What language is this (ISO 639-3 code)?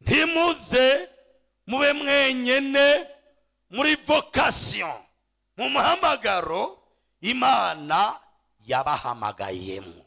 run